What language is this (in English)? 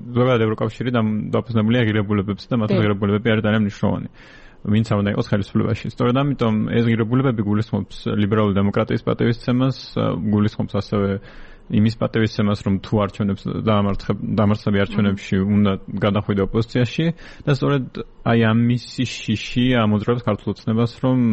Georgian